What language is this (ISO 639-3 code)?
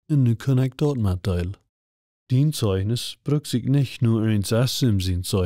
pdt